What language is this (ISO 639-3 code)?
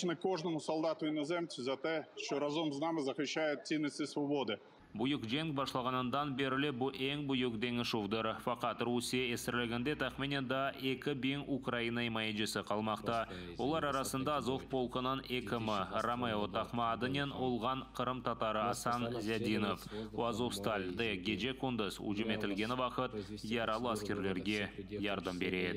crh